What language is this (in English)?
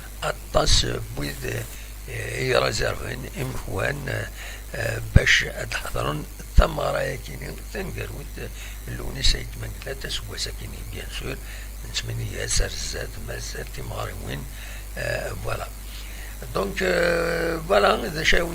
Kabyle